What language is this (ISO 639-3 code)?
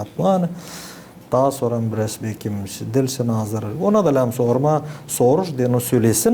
gag